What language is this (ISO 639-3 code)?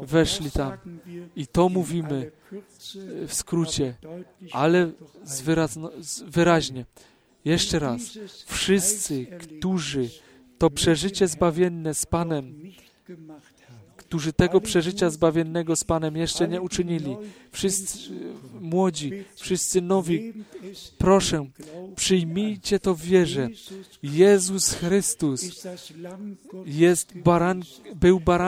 pol